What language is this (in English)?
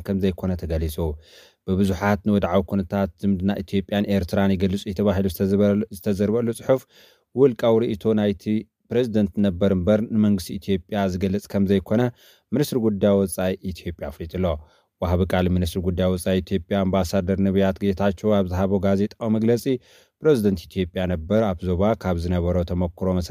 Tigrinya